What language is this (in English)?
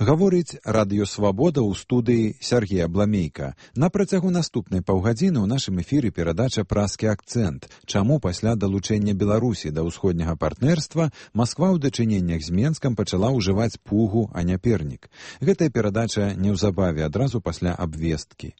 Belarusian